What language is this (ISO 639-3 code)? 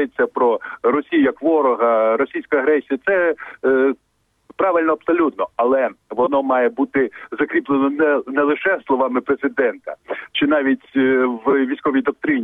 ukr